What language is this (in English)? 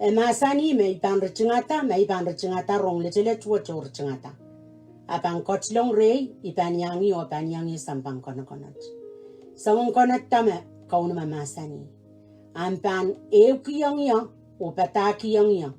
Pohnpeian